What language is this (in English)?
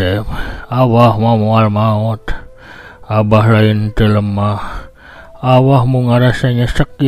Sundanese